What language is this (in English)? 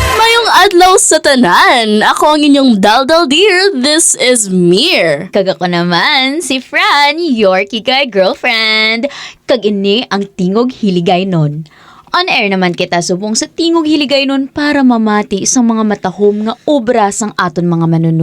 Hiligaynon